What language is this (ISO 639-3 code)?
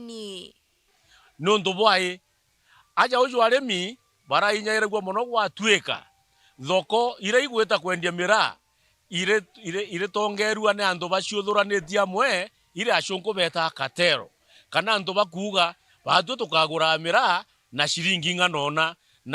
mer